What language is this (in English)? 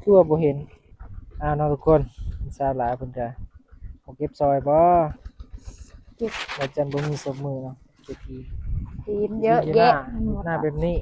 Northeastern Thai